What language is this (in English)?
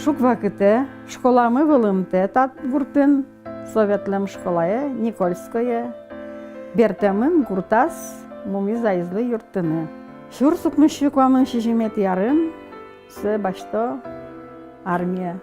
Udmurt